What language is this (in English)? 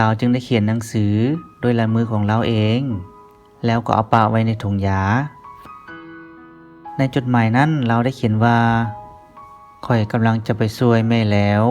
Lao